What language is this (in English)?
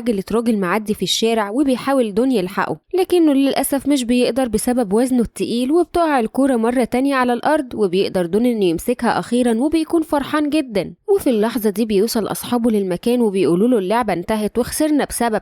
Egyptian Arabic